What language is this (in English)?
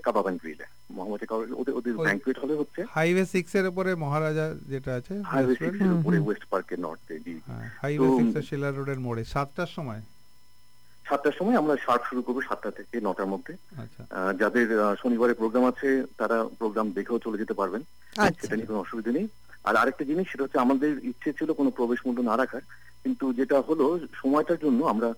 Bangla